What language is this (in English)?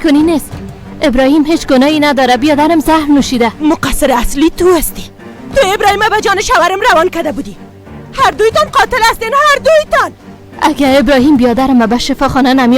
Persian